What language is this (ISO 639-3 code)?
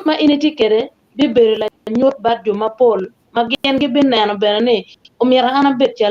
ach